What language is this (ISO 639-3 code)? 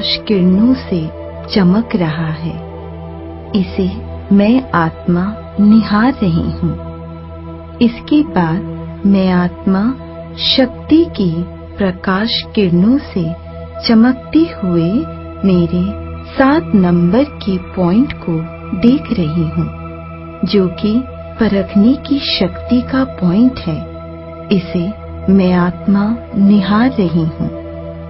hin